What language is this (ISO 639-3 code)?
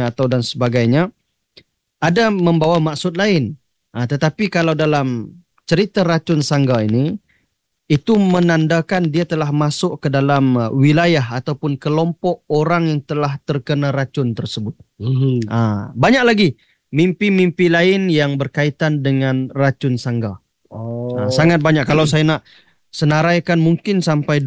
msa